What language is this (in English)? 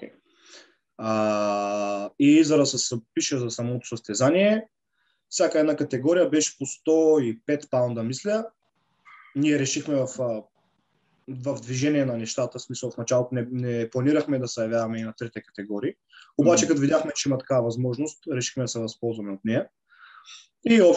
Bulgarian